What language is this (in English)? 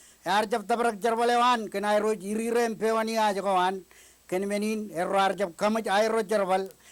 Marshallese